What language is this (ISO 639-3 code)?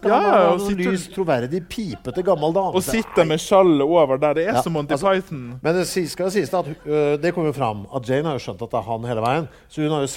nor